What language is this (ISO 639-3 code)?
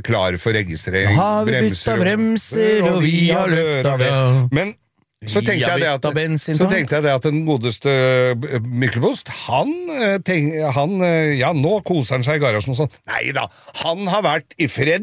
nor